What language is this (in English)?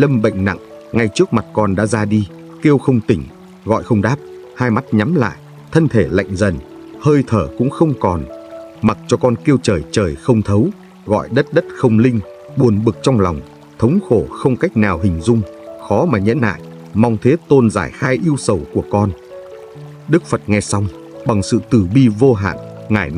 Vietnamese